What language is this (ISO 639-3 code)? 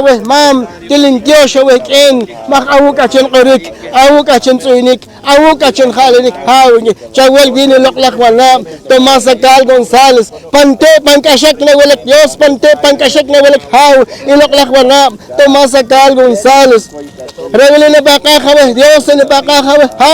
poh